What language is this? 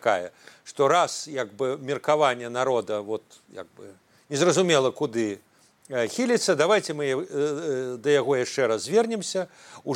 Belarusian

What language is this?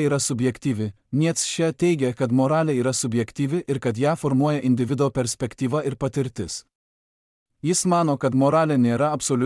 Lithuanian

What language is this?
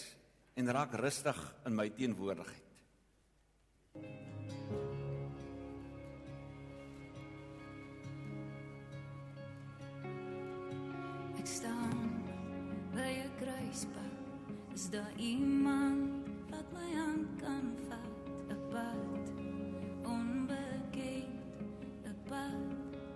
Afrikaans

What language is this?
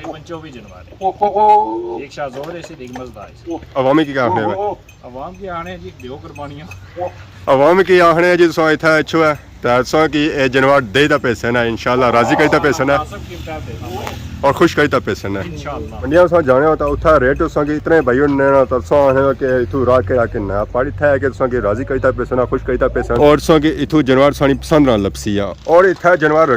Pahari-Potwari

